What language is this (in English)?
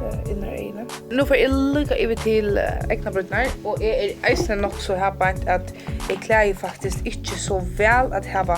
Faroese